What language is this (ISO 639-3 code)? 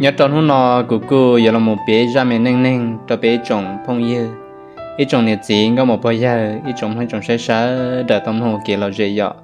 hmn